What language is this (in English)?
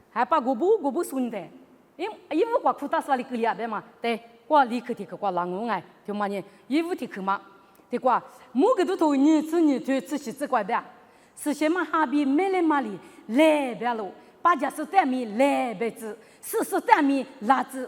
Lisu